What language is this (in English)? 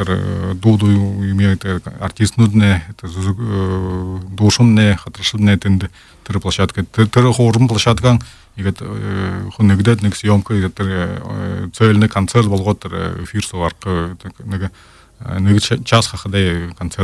Buriat